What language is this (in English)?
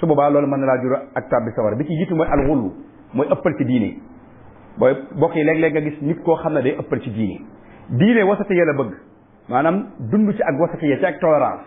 Wolof